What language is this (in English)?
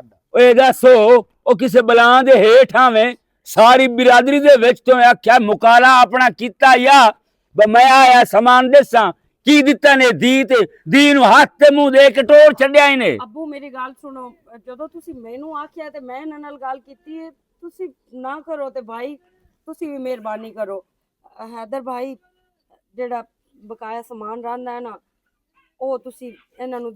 Western Panjabi